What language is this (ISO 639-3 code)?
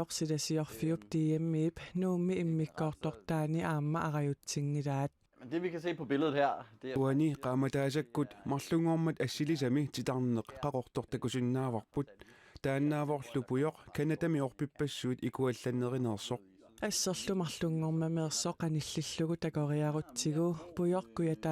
kal